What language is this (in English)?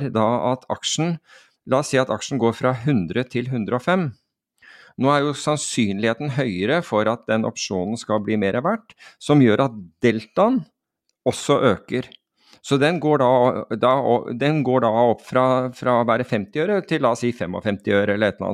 Norwegian